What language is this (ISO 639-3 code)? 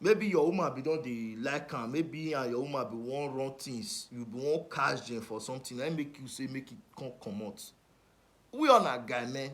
pcm